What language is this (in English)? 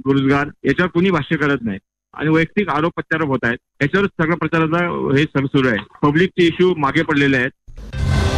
Marathi